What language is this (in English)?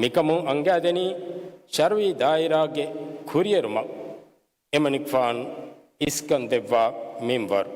Divehi